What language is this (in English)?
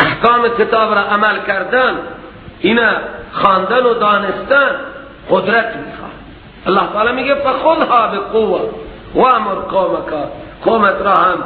Persian